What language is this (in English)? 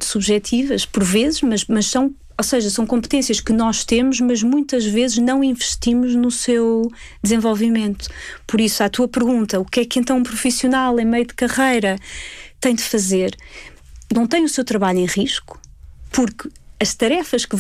Portuguese